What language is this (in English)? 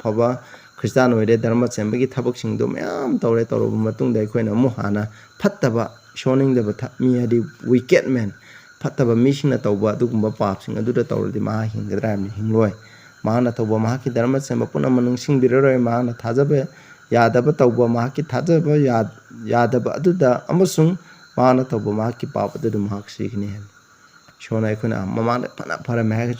Manipuri